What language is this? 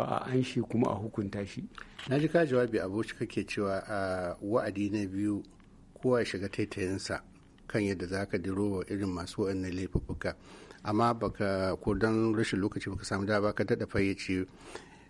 Hausa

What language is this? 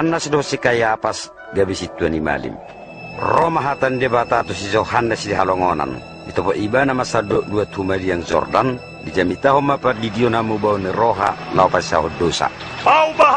Batak Toba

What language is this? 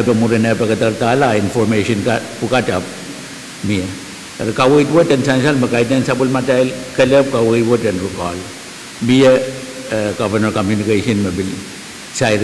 Pohnpeian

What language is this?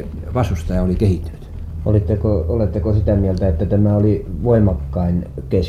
Finnish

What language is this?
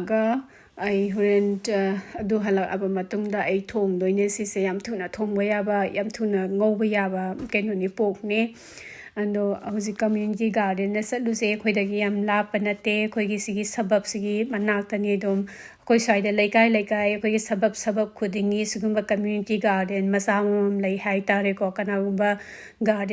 Manipuri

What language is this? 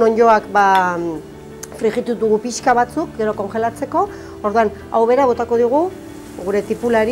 Basque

